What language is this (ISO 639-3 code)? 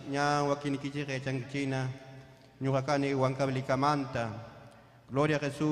quy